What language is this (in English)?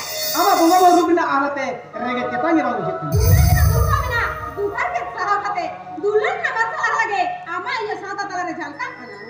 Santali